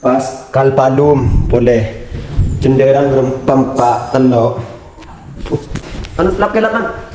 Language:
Madurese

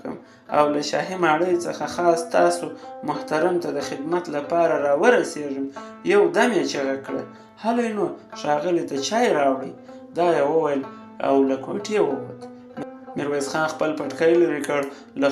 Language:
Pashto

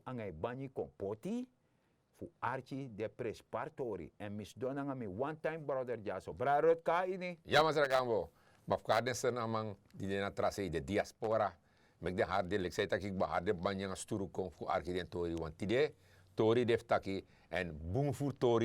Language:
Sranan Tongo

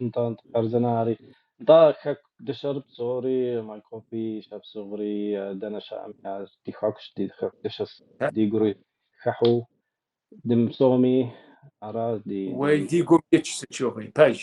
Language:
Kabardian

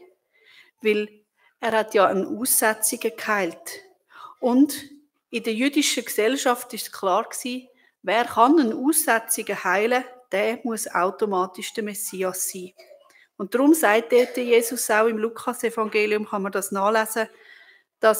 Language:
Swiss German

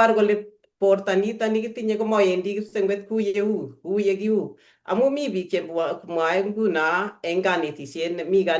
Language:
Kalenjin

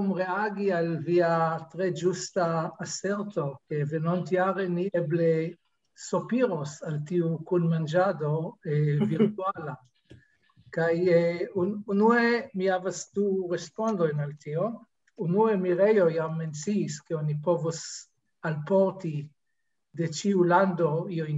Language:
Esperanto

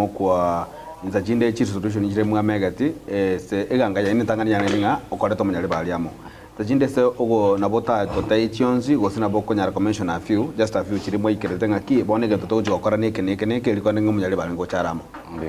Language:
Gusii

